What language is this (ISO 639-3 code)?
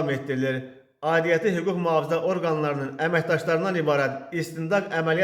aze